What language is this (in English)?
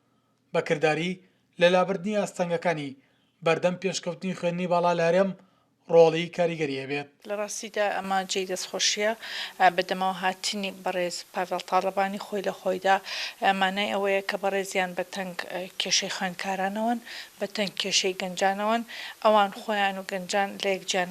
Central Kurdish